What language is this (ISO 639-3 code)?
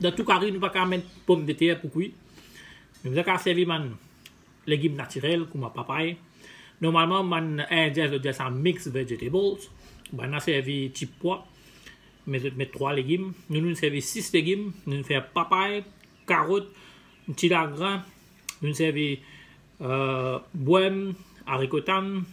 mfe